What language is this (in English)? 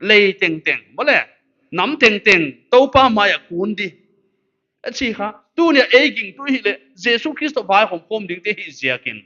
Paite Chin